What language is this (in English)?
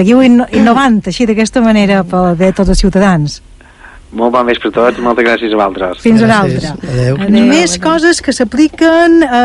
Catalan